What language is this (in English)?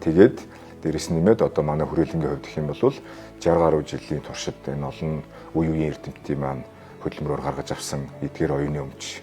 Mongolian